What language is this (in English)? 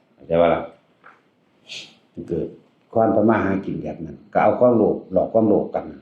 Northeastern Thai